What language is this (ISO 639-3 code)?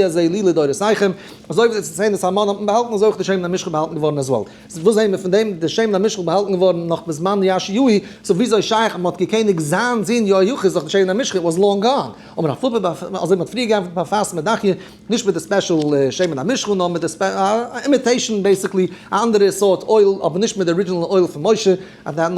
yid